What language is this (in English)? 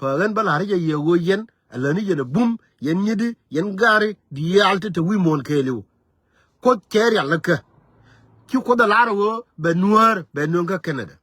Nuer